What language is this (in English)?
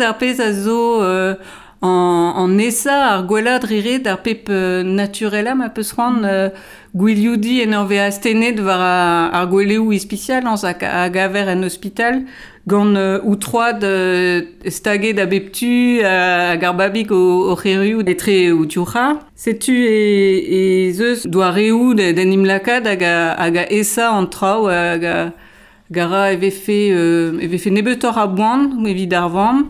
Breton